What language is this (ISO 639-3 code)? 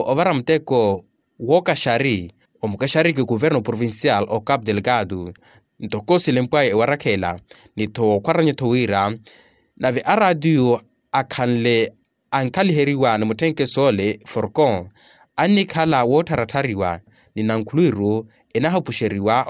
vmw